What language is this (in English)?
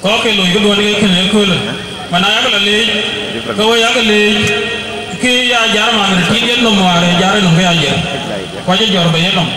Dinka